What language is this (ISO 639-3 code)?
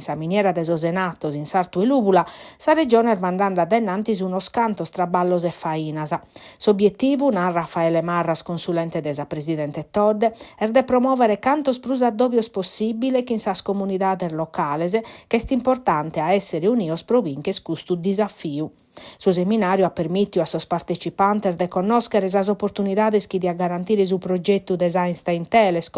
srd